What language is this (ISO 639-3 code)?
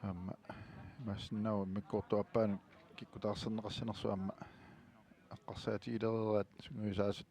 kal